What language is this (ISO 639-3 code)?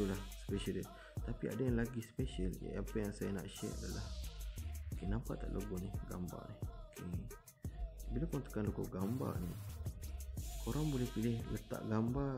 msa